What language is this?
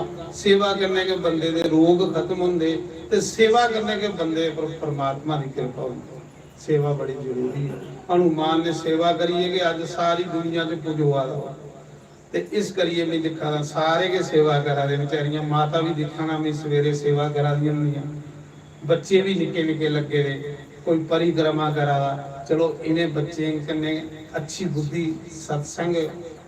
Dogri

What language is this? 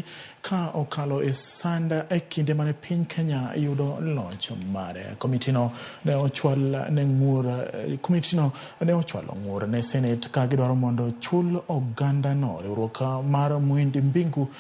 Luo (Kenya and Tanzania)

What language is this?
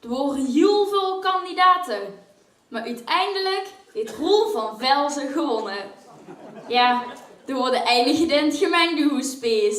Limburgish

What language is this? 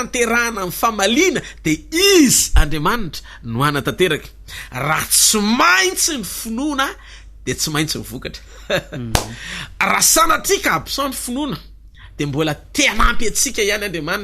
Malagasy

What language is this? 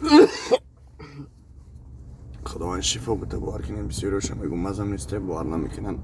Tajik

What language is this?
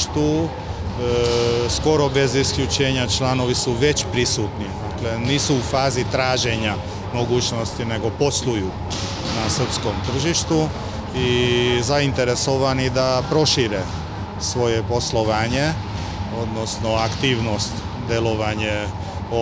Serbian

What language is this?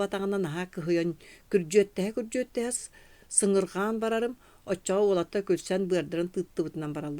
Yakut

